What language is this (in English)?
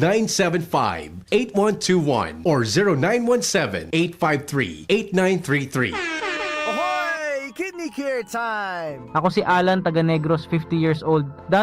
Bikol